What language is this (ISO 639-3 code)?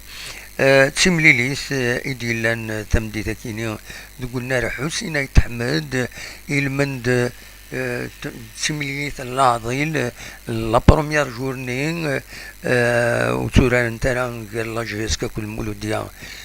kab